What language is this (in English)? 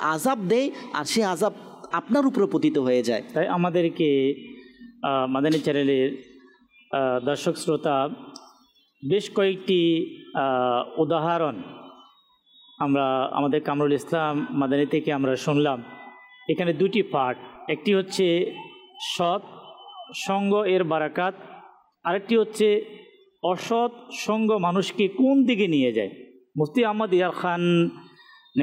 Bangla